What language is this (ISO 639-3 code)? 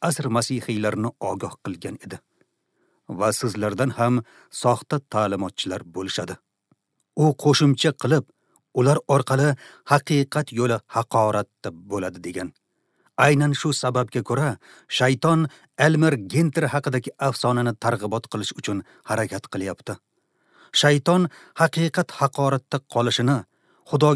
uzb